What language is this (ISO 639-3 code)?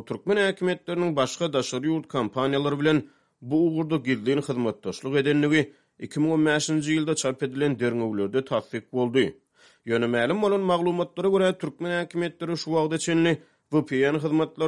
tuk